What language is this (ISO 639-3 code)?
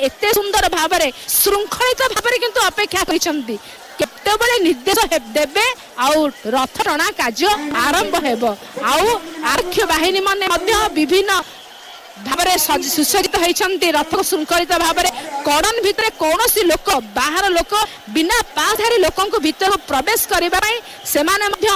ori